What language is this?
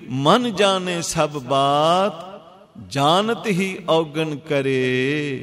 Punjabi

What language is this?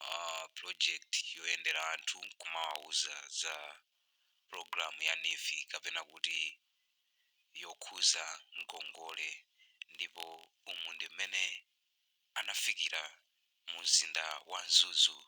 Nyanja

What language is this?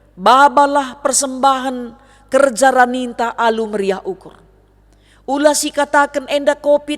Batak Karo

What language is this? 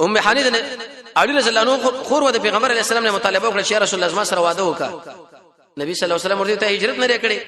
Pashto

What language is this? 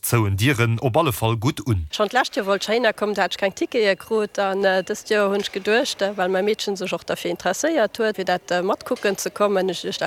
Luxembourgish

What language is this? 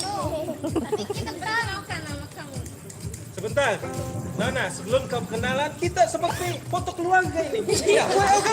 Banjar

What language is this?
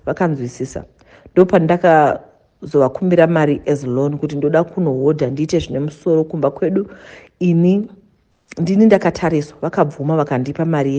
Shona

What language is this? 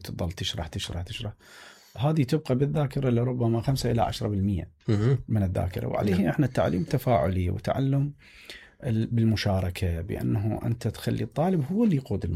Mesopotamian Arabic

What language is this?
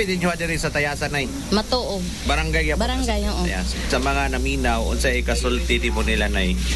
Cebuano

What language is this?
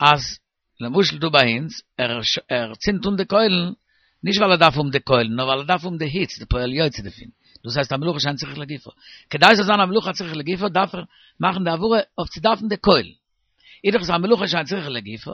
Yiddish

